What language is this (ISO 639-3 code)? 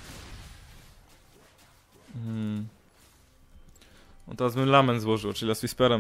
pol